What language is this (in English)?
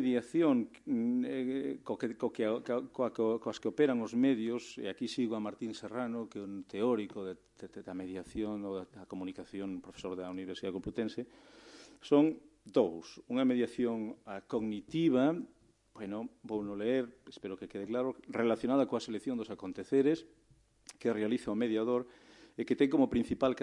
Galician